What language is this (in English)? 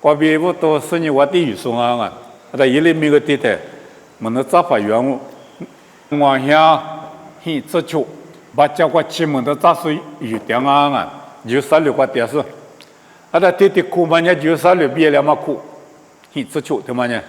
Lisu